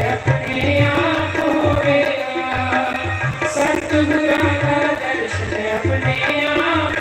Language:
Dogri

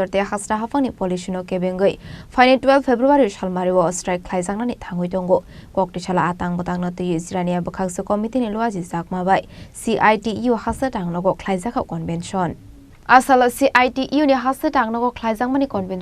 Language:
Kok Borok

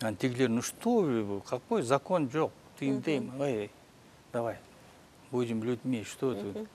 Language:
Kyrgyz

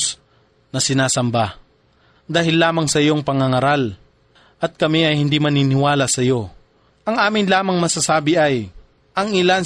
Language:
Filipino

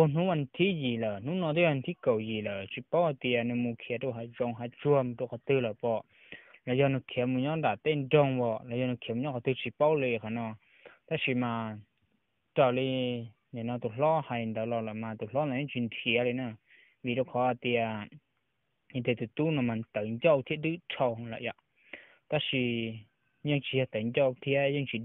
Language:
Hmong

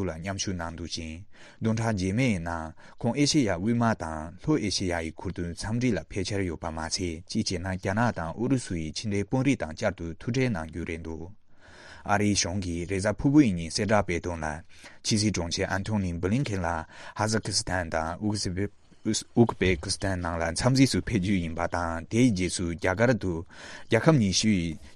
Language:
Tibetan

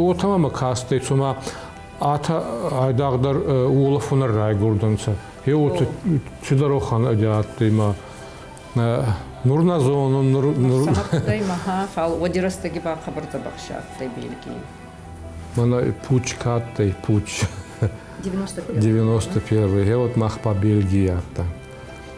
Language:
Ossetic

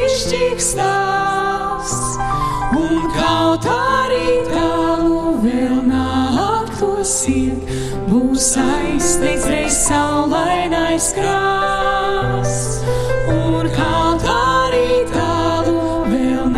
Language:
Latvian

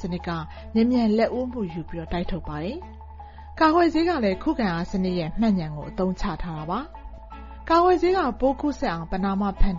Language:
Burmese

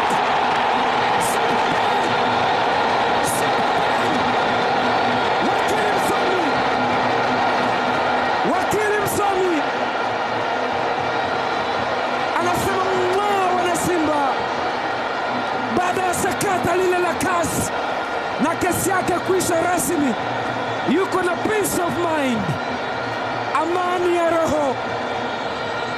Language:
Swahili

